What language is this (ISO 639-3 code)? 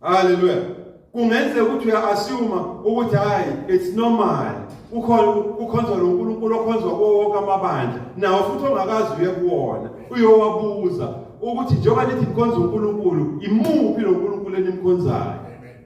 zul